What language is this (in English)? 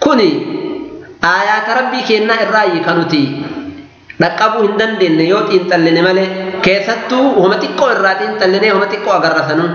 Oromo